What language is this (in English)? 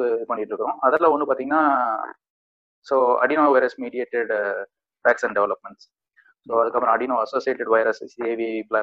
Tamil